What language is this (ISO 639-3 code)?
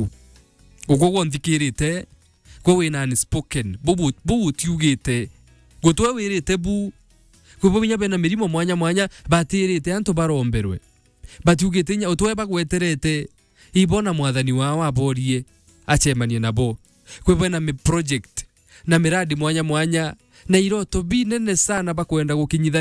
mer